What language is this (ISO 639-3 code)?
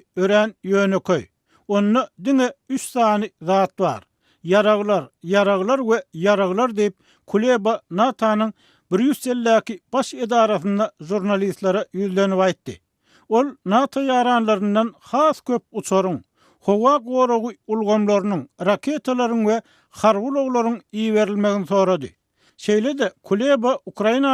tuk